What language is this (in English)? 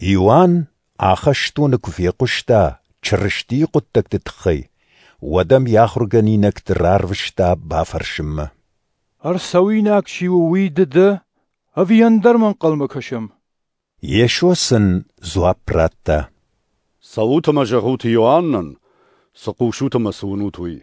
Ossetic